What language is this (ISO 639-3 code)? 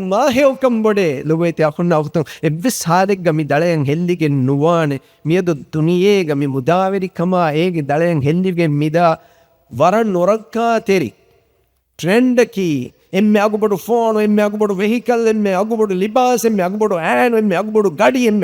div